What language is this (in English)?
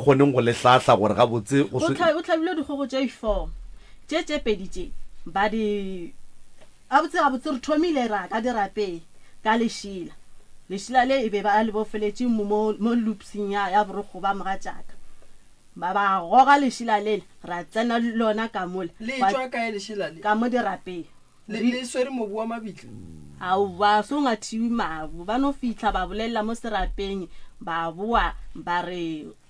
Northern Sotho